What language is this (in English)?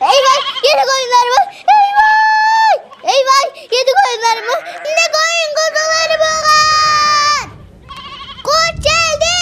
South Azerbaijani